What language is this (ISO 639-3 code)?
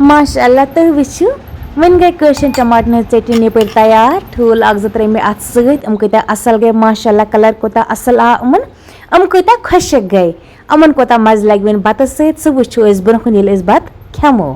kas